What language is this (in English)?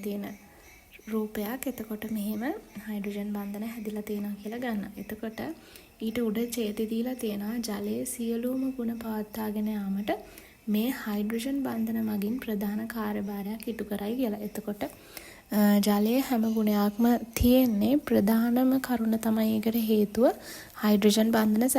Sinhala